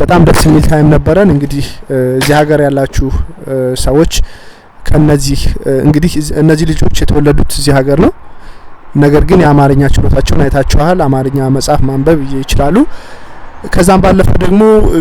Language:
Amharic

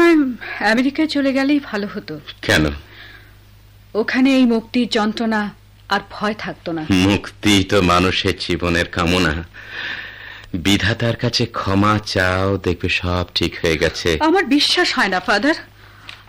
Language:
Bangla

